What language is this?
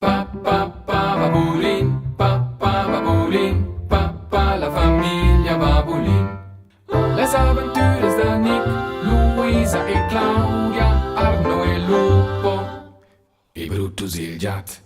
Romansh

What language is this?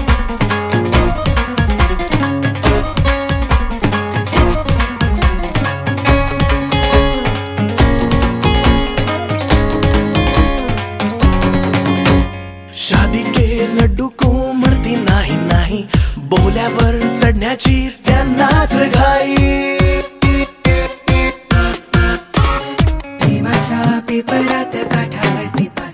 Marathi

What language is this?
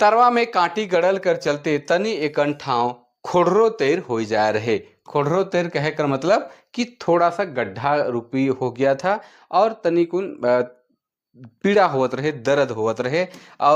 Sadri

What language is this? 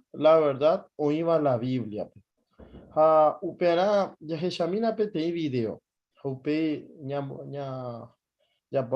Guarani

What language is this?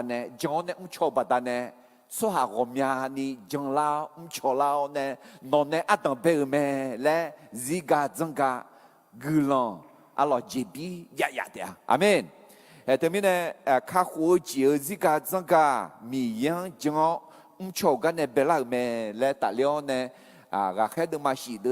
Akha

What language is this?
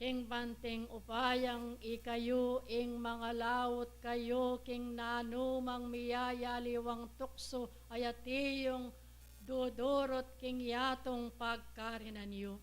Pampanga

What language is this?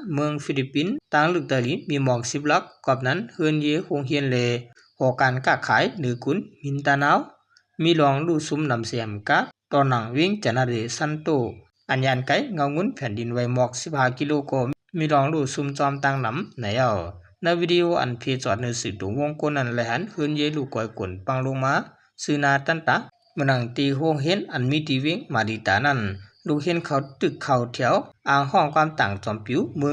Shan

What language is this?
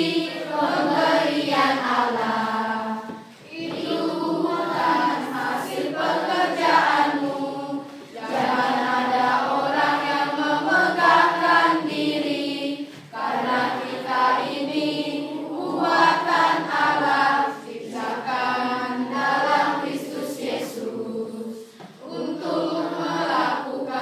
Indonesian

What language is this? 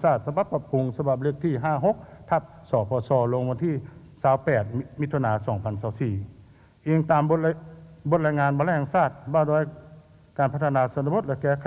Lao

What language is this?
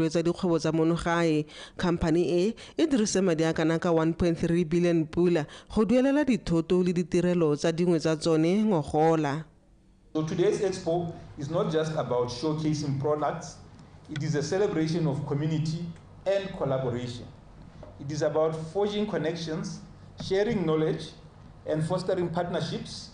Tswana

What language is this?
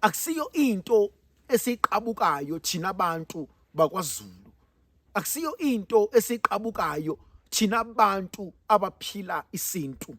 Zulu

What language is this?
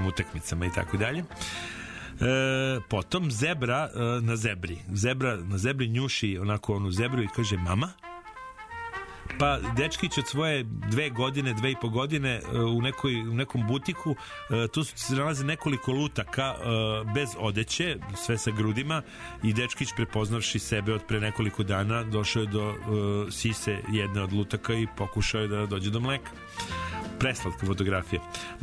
Serbian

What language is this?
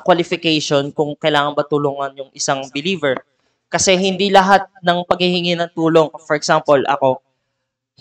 Filipino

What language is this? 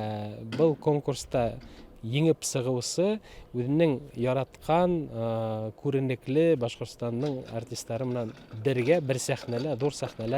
Bashkir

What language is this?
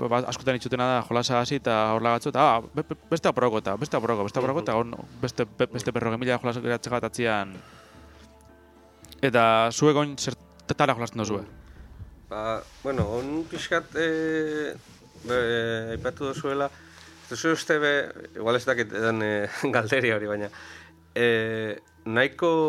Basque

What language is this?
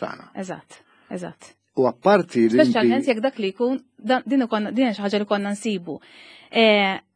Maltese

